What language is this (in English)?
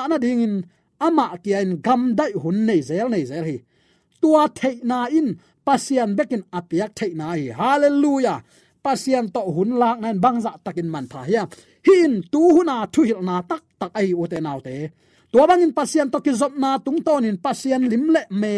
Tedim Chin